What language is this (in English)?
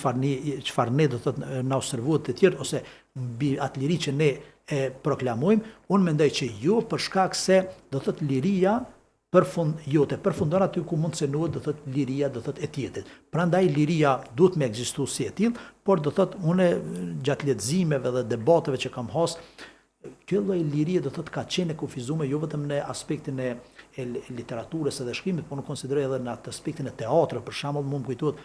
Albanian